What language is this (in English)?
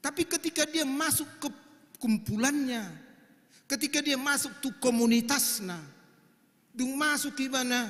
Batak Toba